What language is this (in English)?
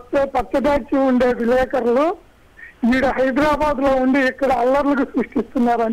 Telugu